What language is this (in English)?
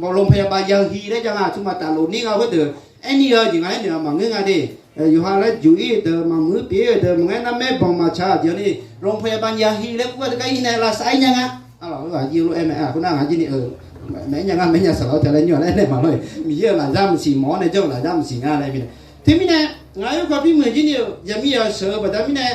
Akha